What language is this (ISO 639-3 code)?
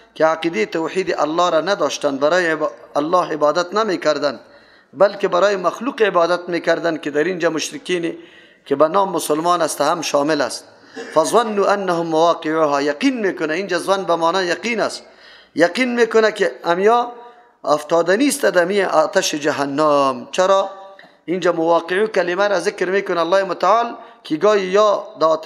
fas